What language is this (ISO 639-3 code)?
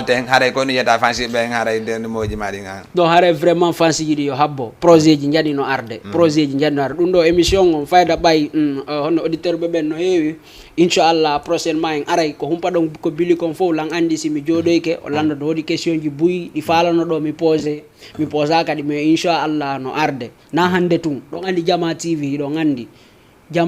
ful